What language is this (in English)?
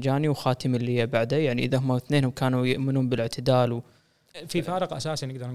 Gulf Arabic